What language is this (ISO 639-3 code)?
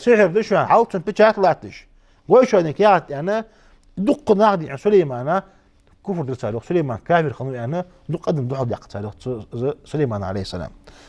inh